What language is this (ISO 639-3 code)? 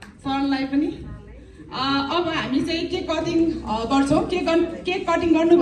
nep